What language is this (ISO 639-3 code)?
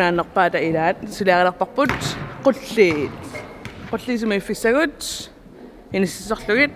kal